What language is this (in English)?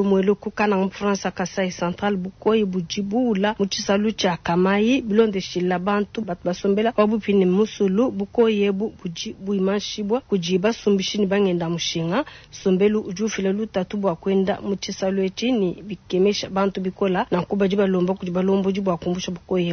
Luba-Lulua